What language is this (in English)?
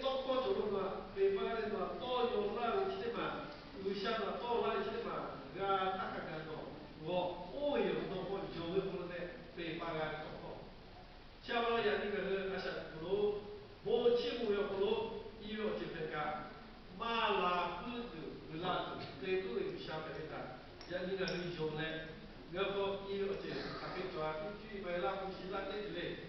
Lahu